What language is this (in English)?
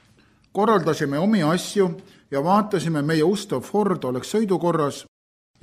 Estonian